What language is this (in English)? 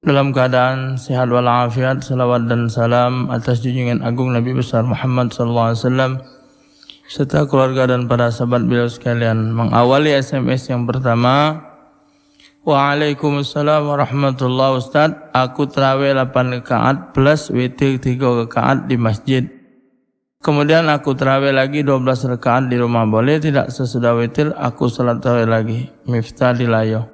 Musi